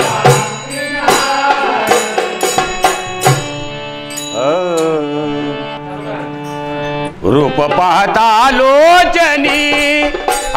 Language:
Marathi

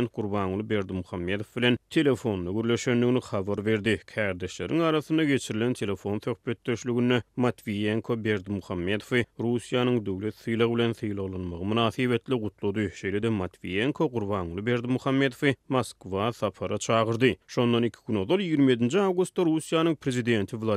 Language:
Turkmen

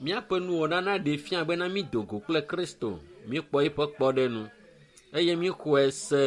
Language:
Ewe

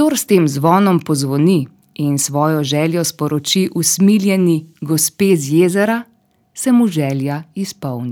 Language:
Slovenian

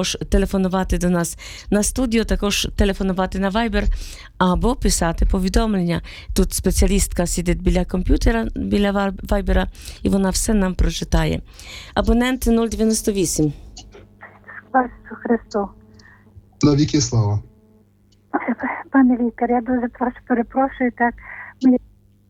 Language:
Ukrainian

